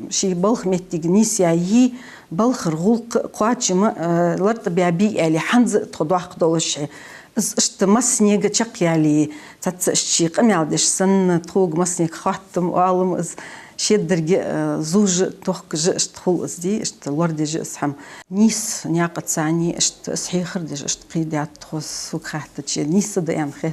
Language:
Ingush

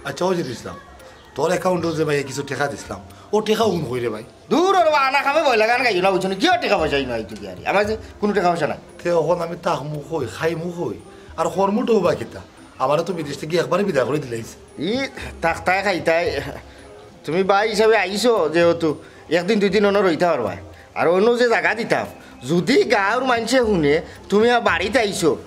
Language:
Sylheti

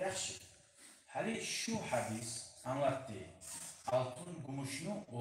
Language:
Kumyk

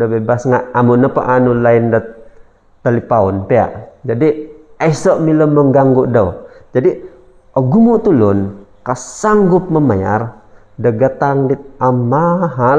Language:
Central Dusun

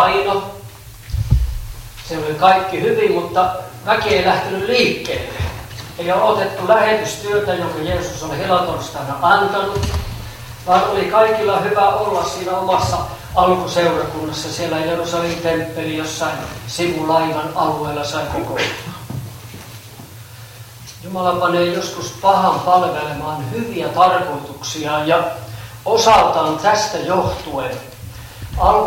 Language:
Finnish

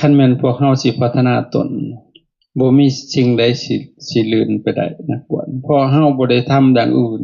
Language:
Lao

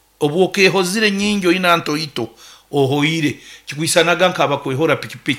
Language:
Nyoro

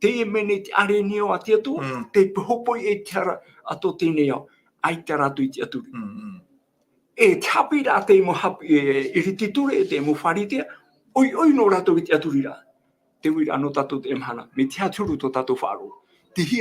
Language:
Tahitian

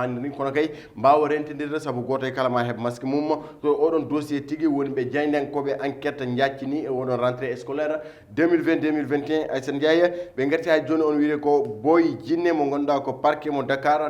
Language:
Fula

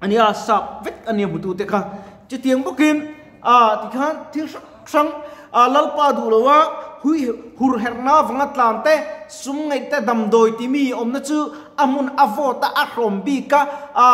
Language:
Mizo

